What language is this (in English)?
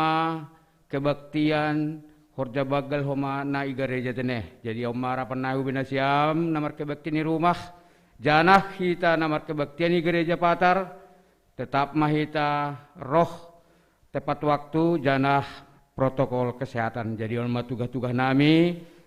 Batak Simalungun